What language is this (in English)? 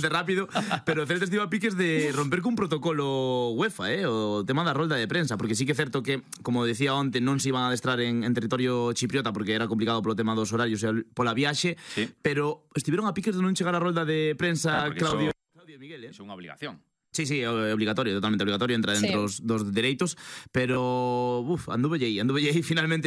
Galician